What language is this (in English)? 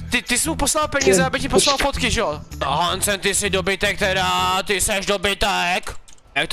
Czech